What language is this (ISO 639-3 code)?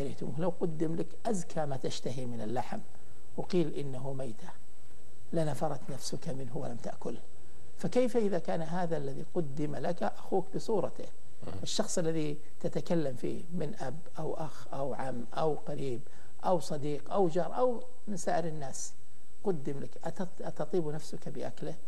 ara